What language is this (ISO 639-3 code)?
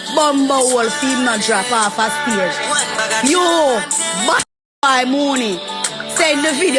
jam